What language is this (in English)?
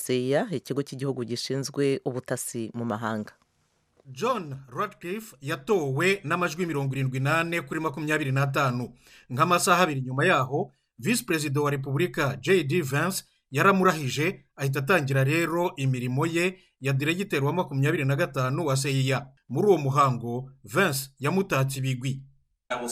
Kinyarwanda